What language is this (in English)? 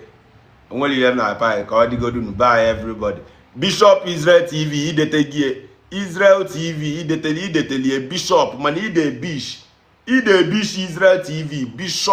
Igbo